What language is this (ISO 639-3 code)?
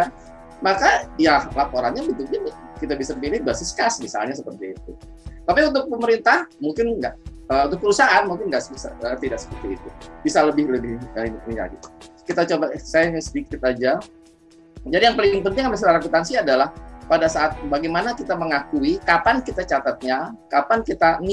ind